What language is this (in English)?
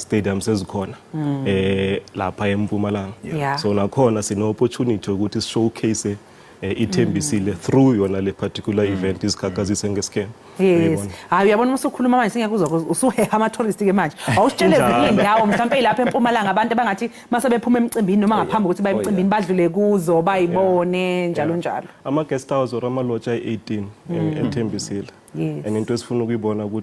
Zulu